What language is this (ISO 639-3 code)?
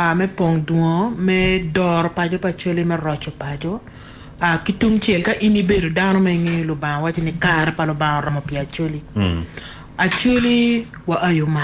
ach